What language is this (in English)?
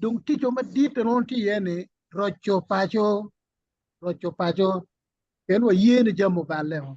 Acoli